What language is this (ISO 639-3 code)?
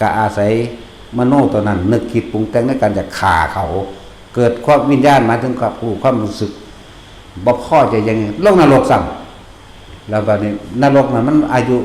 tts